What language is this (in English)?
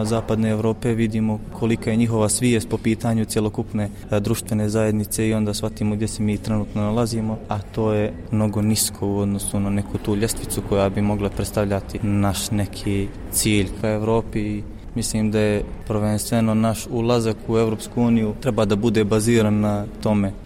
Croatian